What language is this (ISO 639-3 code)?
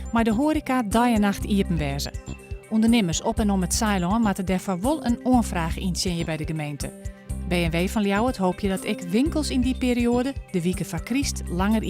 fry